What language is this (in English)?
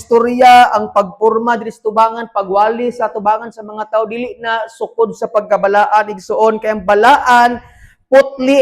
Cebuano